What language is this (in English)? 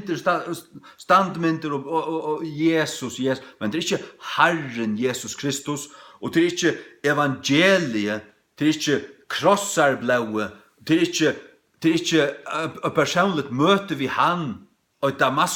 Faroese